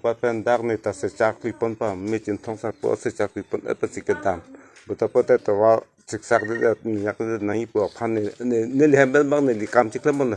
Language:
Karbi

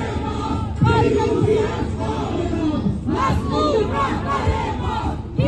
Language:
Persian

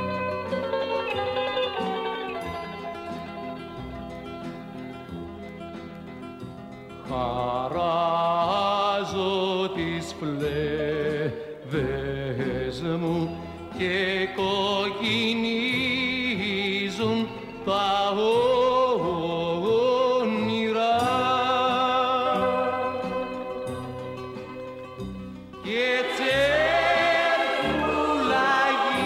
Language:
Greek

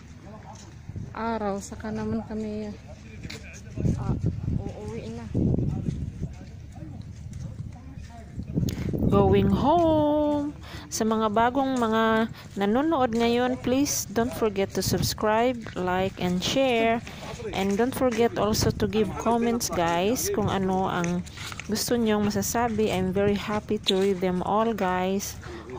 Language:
Filipino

